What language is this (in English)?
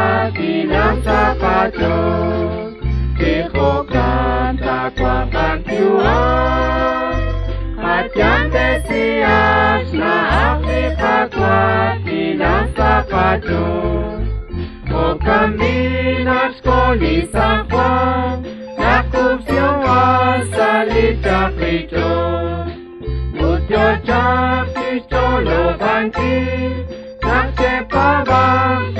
Kekchí